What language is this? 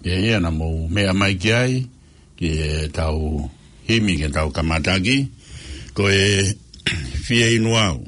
Tongan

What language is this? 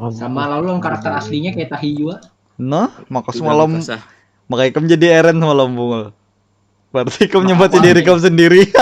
Banjar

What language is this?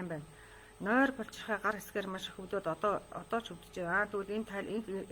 Mongolian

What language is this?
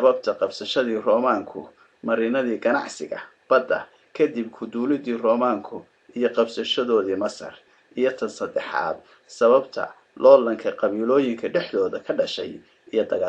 Somali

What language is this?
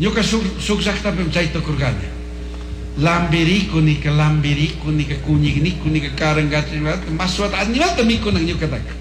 Chimborazo Highland Quichua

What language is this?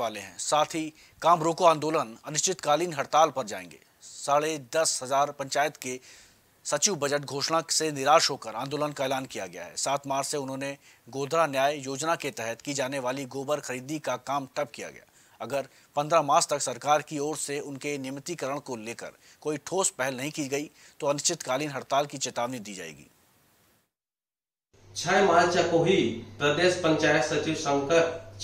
Hindi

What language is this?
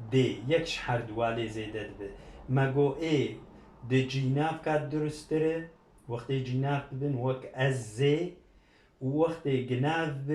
Kurdish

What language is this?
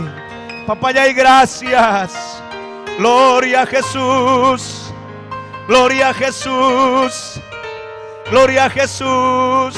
Ayacucho Quechua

